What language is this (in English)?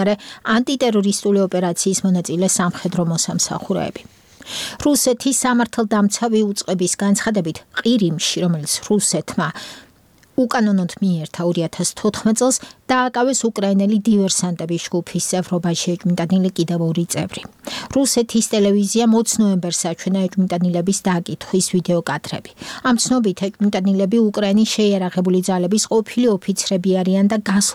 Georgian